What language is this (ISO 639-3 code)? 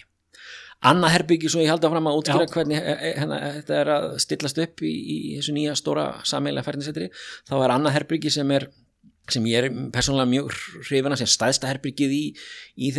isl